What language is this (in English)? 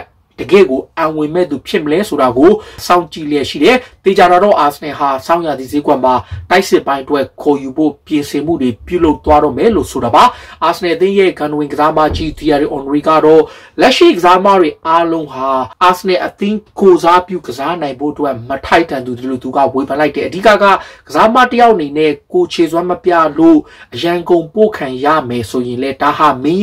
Burmese